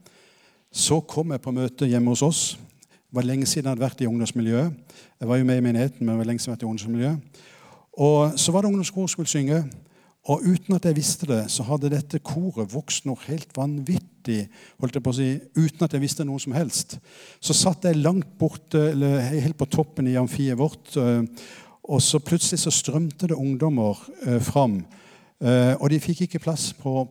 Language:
Norwegian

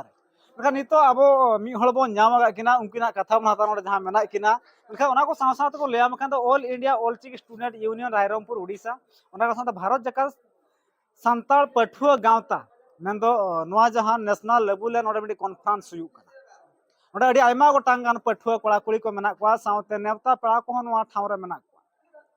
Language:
Santali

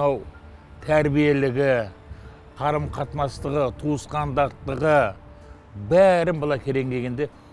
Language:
Kazakh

